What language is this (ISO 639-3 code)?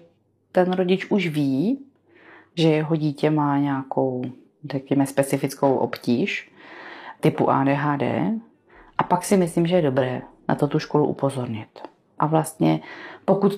ces